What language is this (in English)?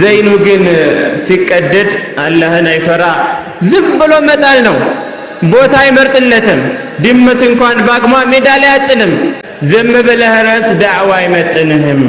Amharic